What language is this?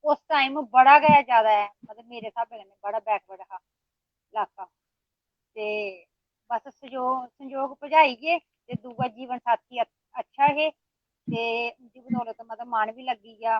Dogri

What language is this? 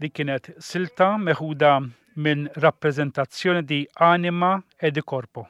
Maltese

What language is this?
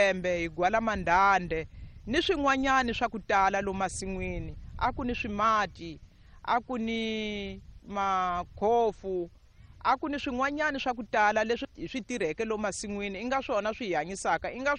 Tsonga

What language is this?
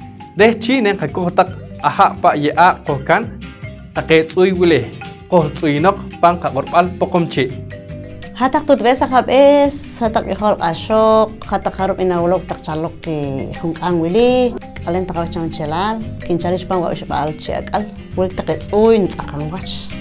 Poqomchi'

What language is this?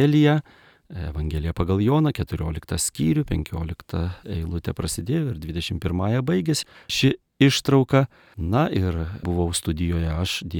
Lithuanian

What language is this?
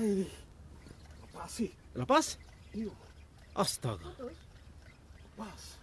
Ambonese Malay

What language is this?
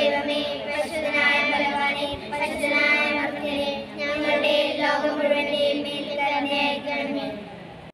Malayalam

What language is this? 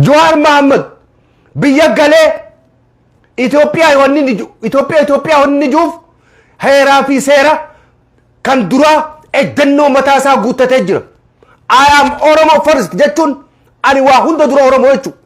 Oromo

